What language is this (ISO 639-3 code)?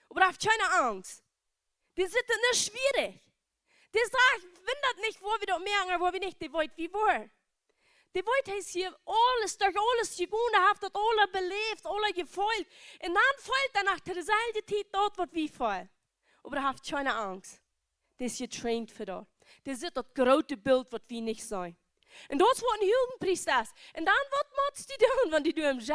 pdt